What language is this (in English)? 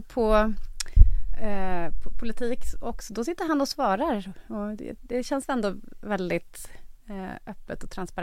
Swedish